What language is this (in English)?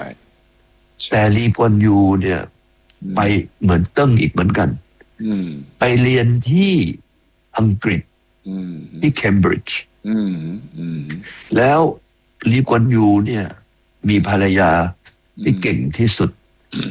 Thai